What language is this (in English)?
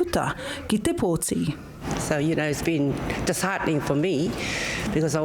Māori